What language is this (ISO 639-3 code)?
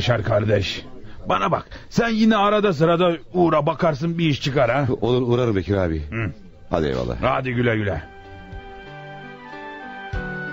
tur